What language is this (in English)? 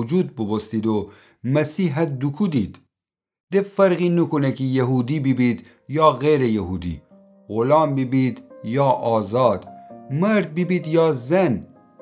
Gilaki